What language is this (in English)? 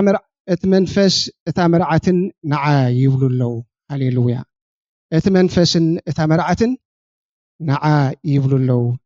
Tigrinya